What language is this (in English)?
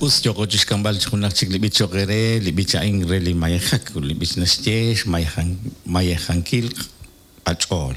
Kekchí